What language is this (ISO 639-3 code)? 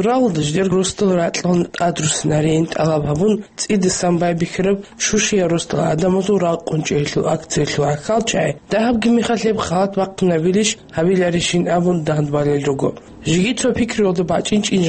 ava